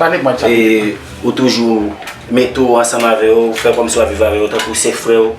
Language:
Haitian Creole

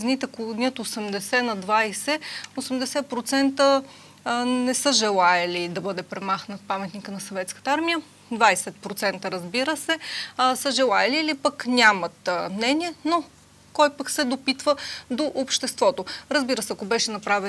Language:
Bulgarian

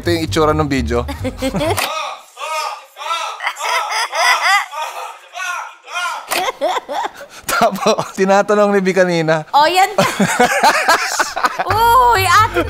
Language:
Filipino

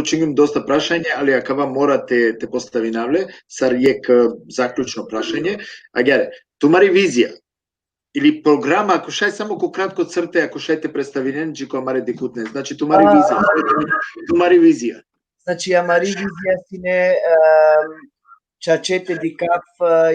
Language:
Balkan Romani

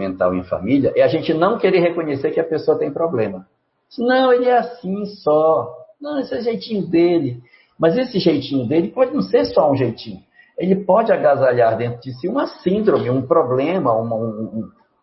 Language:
Portuguese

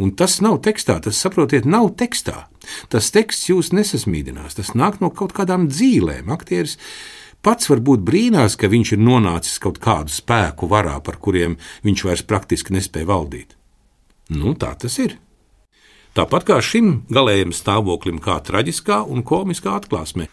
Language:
Latvian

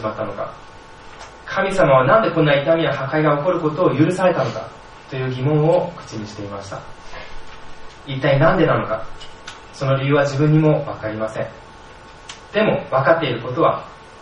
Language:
Japanese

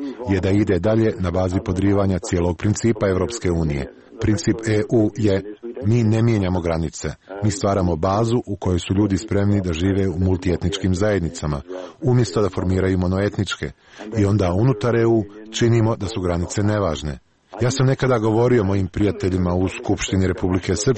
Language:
Serbian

